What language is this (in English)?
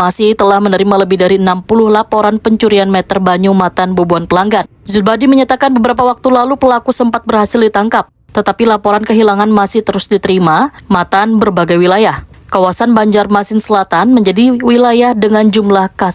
Banjar